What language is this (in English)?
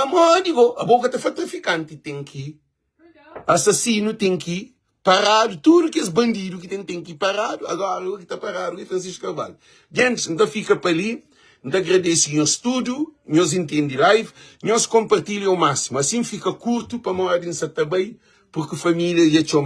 Kabuverdianu